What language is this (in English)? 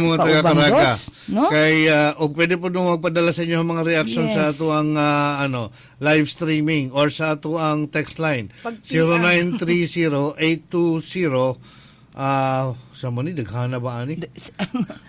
Cebuano